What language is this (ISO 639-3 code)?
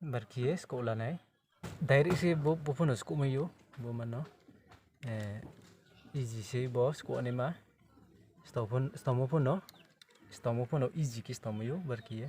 ria